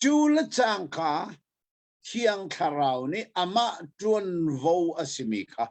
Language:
Hakha Chin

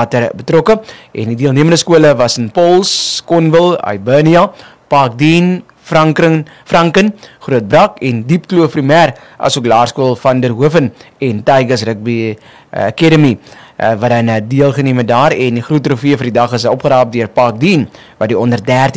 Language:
Afrikaans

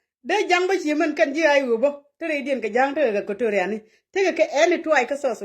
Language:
Nuer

